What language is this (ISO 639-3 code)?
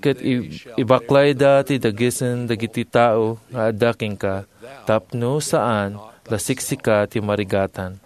ilo